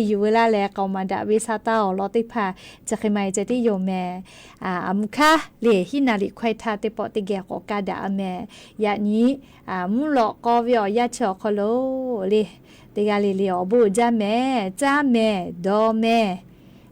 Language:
Lahu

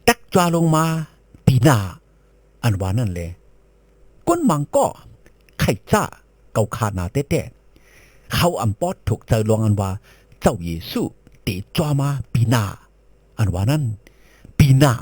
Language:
Shan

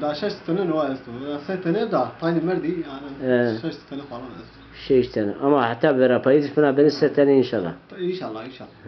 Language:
Zaza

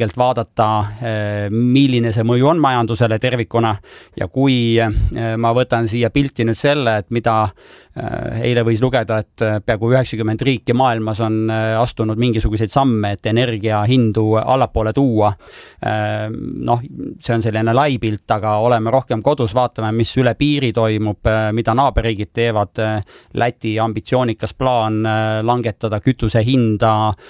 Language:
Estonian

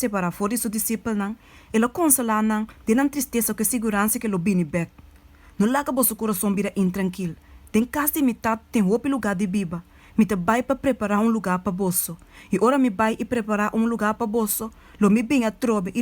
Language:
Papiamento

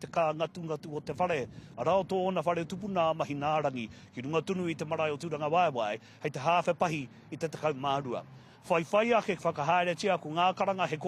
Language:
Māori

